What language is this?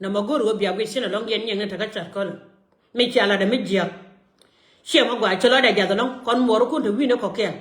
Nuer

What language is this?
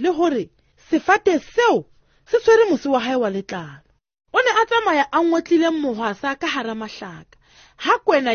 Southern Sotho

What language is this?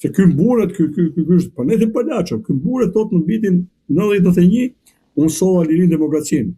Albanian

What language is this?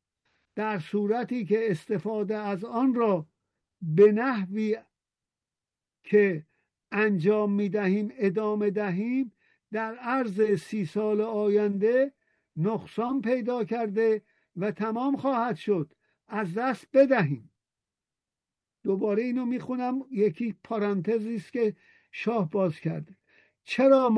Persian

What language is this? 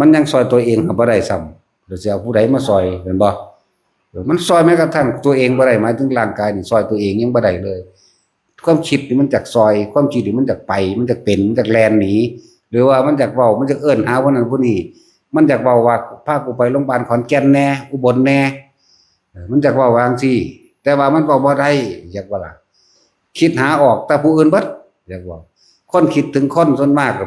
Northeastern Thai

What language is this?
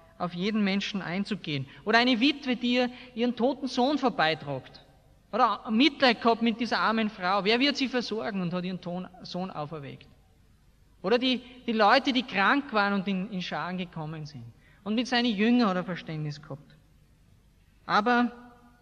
German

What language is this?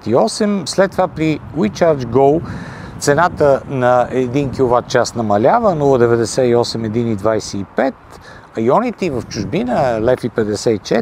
Bulgarian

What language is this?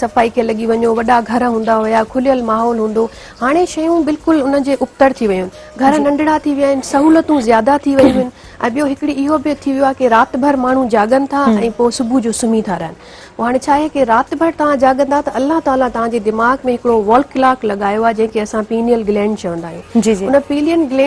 Sindhi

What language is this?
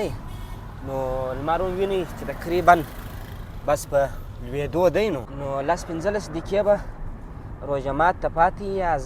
Pashto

